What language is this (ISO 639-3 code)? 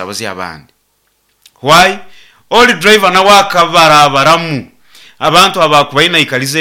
nyo